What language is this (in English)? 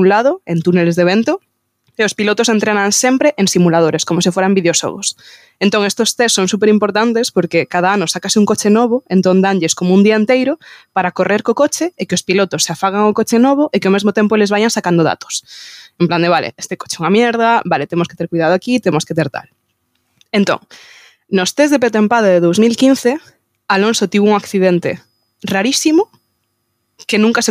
Galician